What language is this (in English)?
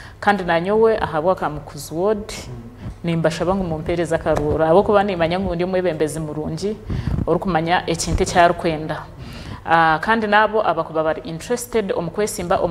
Nyankole